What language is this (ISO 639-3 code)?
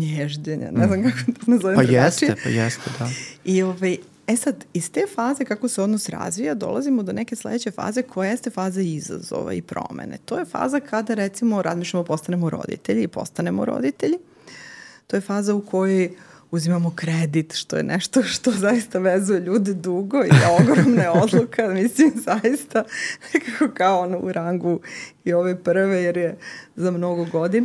srp